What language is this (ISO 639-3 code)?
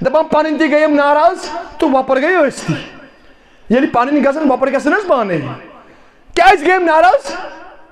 kas